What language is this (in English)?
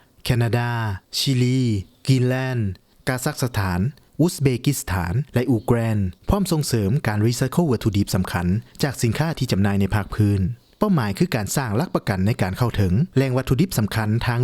Lao